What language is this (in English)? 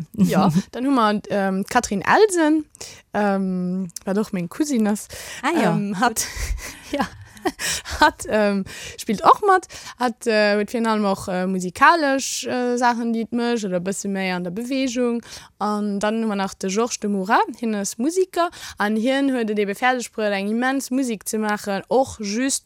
Luxembourgish